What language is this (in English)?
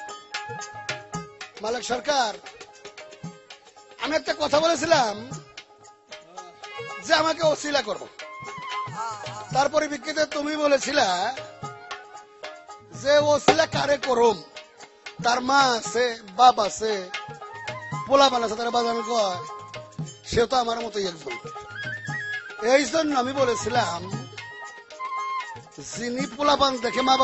Bangla